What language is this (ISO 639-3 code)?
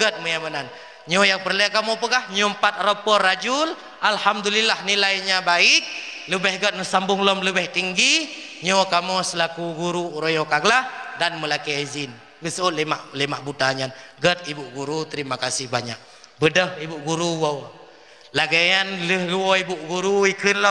ace